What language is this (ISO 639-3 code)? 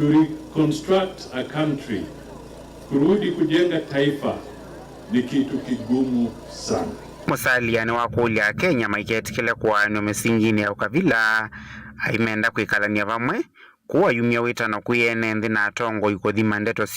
kam